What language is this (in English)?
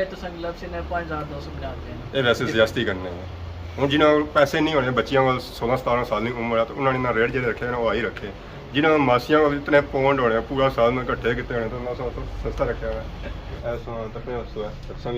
Pahari-Potwari